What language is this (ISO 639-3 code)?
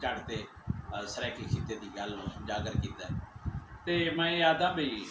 skr